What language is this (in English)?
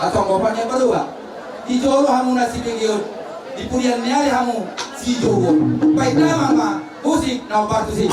Batak Toba